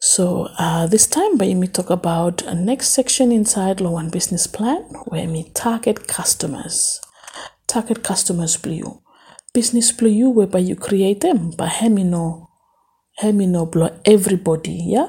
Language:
Bislama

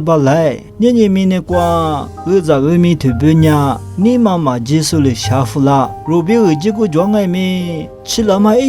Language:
Lisu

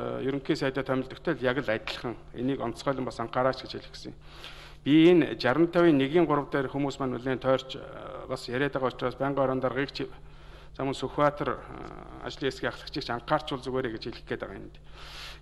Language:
Mongolian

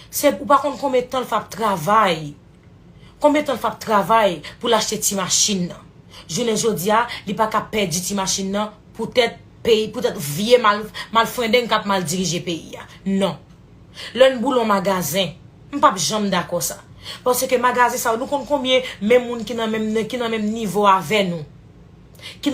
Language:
Haitian Creole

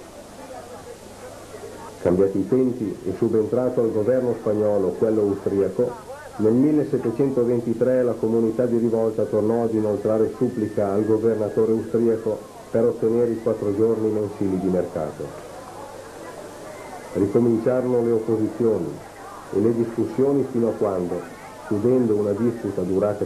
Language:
Italian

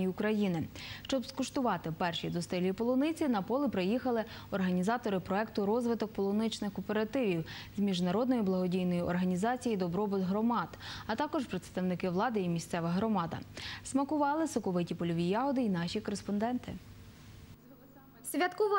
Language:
Ukrainian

